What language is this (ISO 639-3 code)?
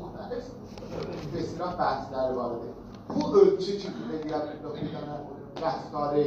azb